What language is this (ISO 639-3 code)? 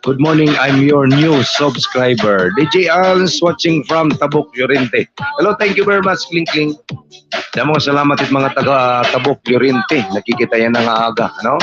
war